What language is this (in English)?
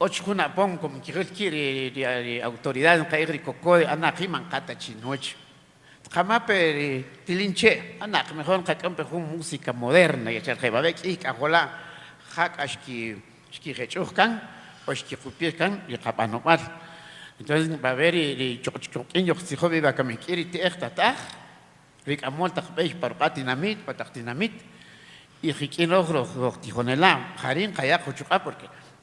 Kaqchikel